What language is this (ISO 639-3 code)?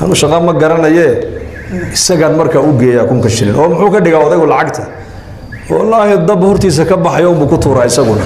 som